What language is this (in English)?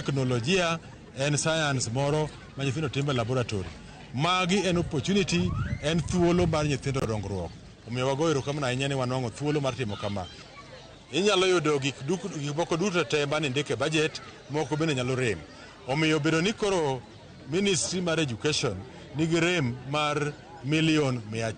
Luo (Kenya and Tanzania)